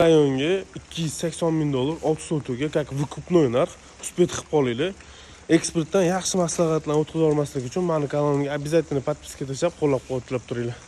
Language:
Uzbek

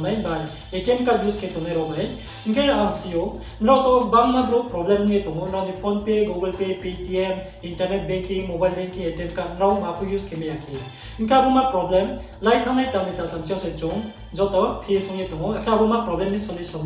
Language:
Riang (India)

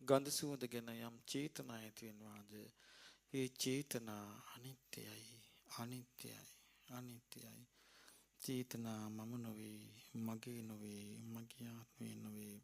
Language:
Sinhala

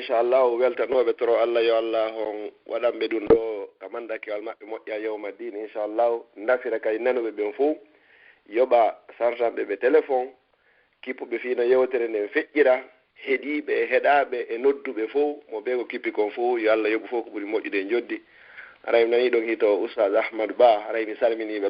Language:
Pular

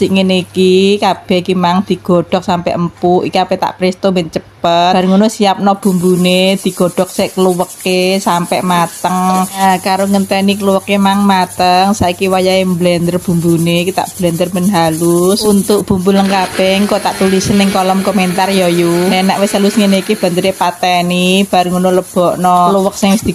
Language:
Javanese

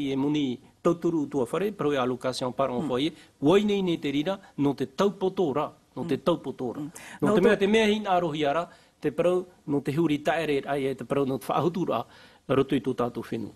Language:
Tahitian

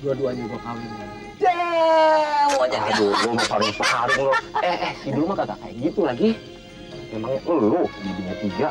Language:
Betawi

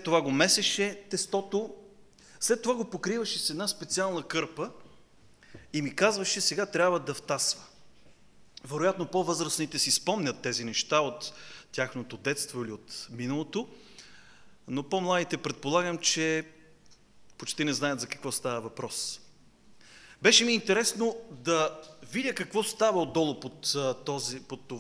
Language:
Bulgarian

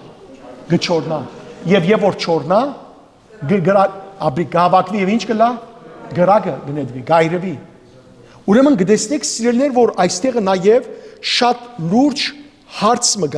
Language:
Western Armenian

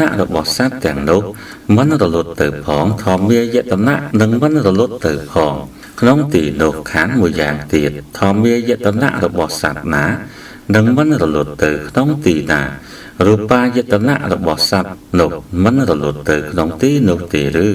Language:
Khmer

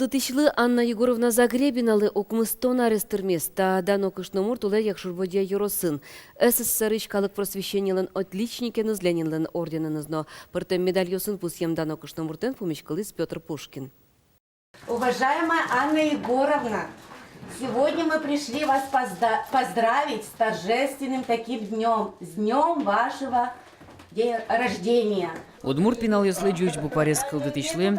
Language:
Udmurt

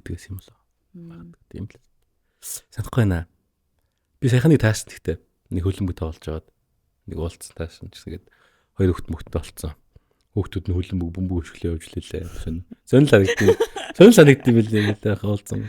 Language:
Mongolian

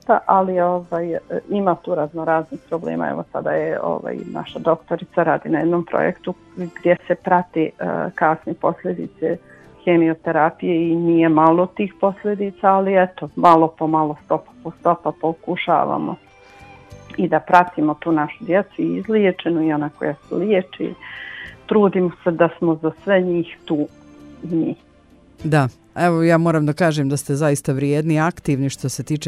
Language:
Bosnian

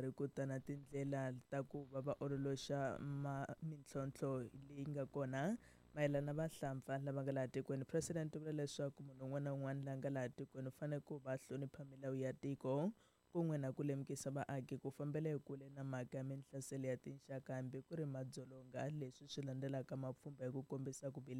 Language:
Tsonga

